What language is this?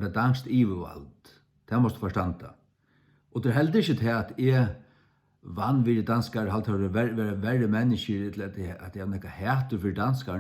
Faroese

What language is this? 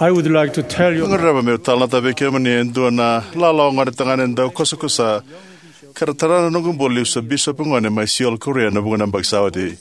Fijian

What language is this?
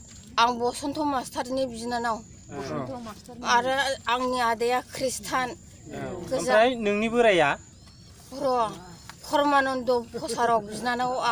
Bodo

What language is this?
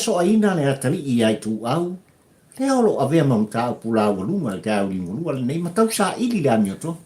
Samoan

